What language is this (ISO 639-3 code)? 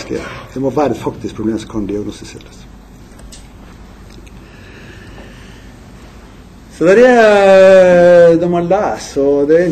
nor